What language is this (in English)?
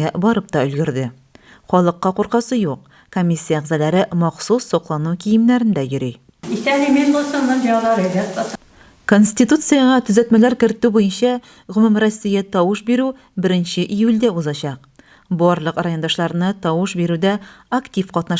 Tatar